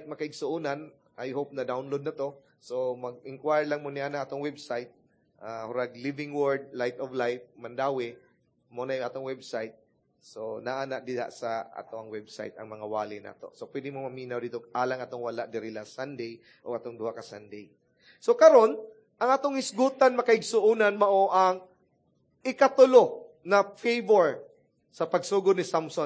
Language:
Cebuano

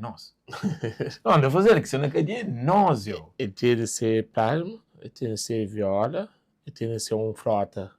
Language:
Kabuverdianu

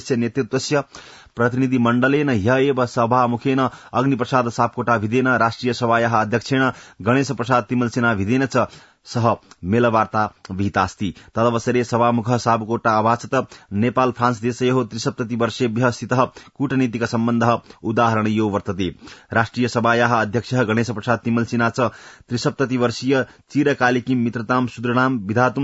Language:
Sanskrit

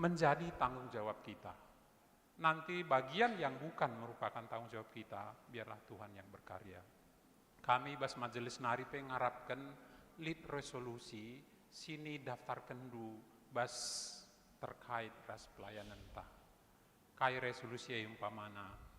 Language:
Batak Karo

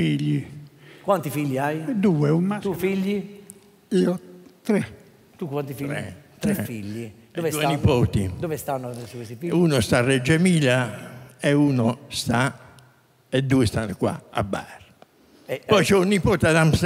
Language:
Italian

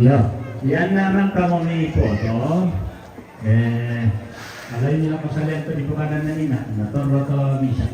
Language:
Toraja-Sa'dan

